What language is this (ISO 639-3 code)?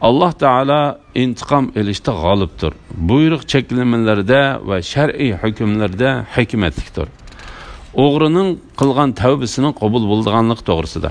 uig